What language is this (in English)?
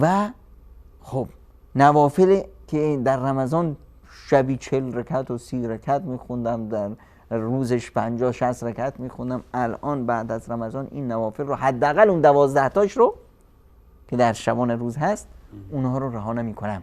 Persian